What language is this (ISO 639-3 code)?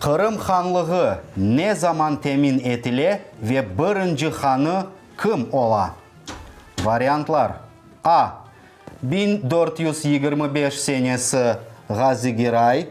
crh